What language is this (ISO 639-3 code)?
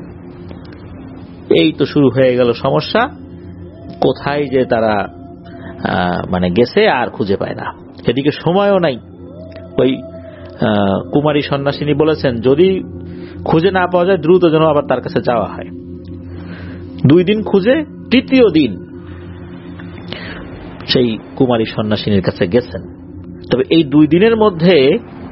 ben